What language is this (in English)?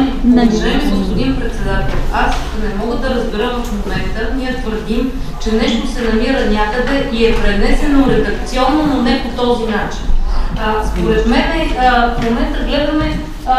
Bulgarian